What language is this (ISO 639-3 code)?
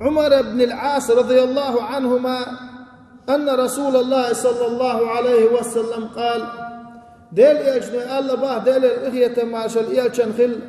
che